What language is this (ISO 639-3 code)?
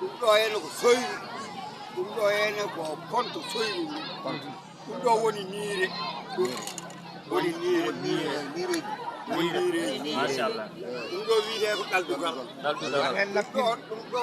ful